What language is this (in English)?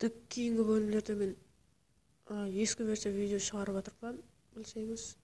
Kara-Kalpak